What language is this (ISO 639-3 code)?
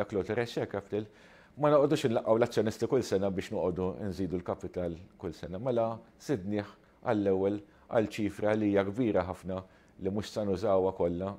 mlt